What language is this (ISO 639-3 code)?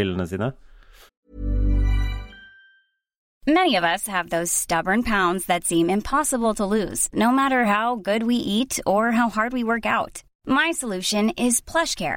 nor